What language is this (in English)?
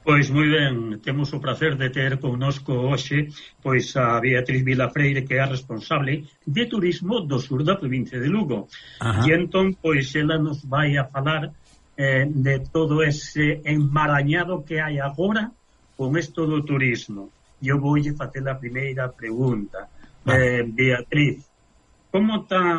Galician